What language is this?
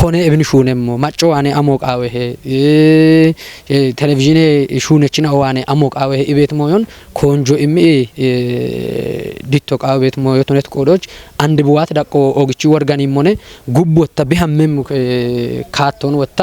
Kafa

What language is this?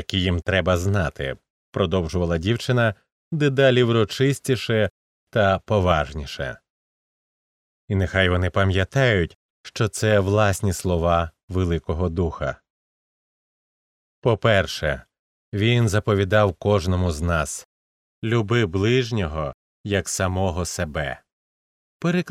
Ukrainian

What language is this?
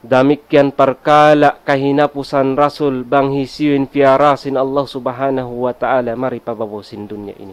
Tausug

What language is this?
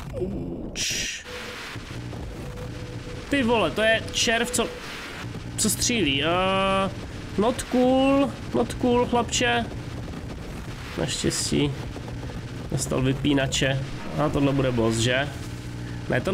Czech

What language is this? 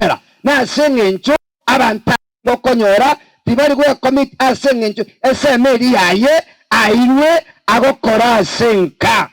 Gusii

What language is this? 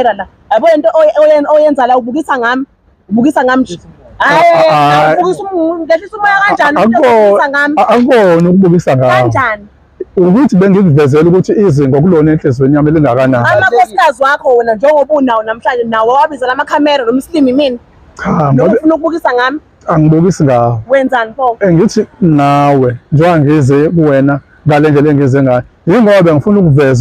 Zulu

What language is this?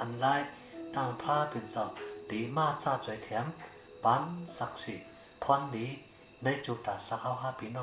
Shan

